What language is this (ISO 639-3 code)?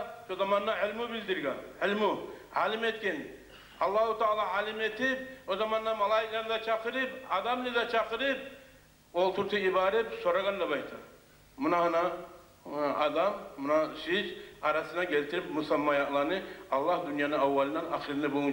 kum